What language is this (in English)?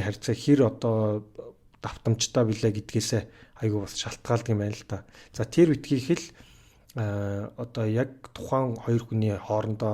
Mongolian